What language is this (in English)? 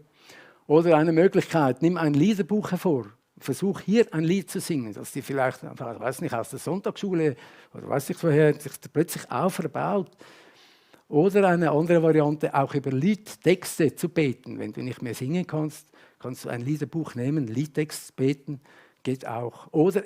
Swiss German